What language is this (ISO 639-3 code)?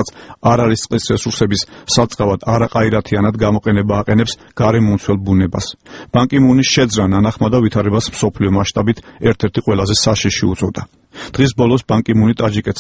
kat